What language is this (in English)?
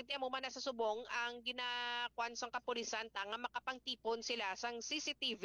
Hiligaynon